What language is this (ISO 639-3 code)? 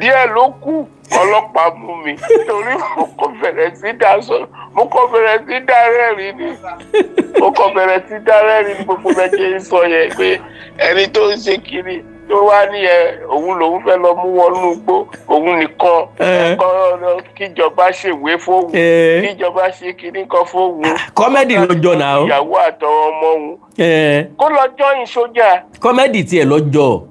yor